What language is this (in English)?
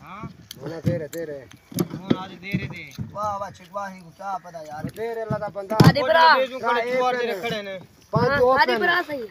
Saraiki